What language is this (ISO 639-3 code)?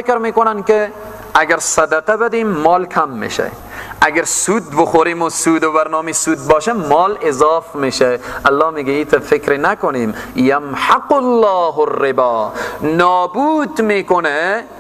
fas